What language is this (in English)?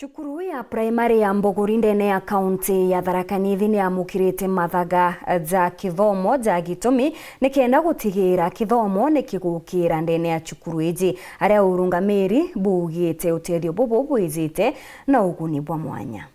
Meru